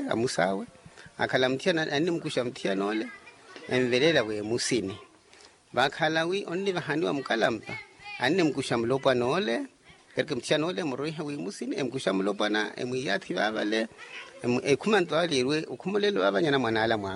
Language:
Makhuwa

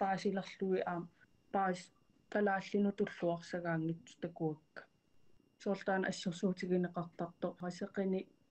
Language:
Kalaallisut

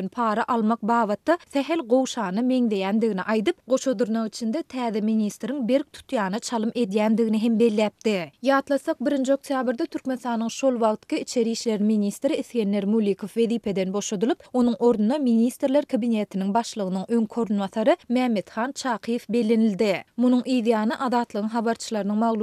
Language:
Turkmen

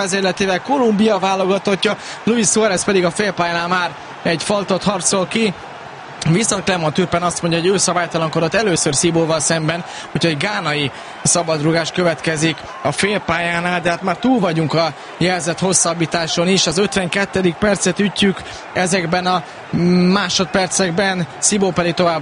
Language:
Hungarian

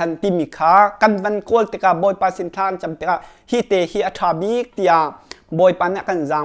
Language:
Hakha Chin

